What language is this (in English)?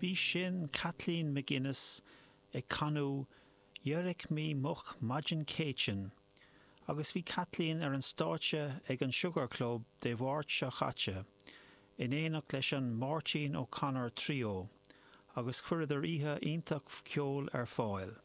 Irish